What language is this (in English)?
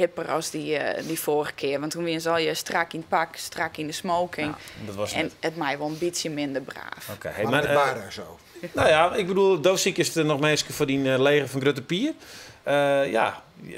Western Frisian